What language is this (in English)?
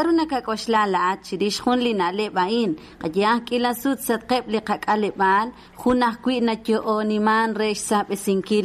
Kekchí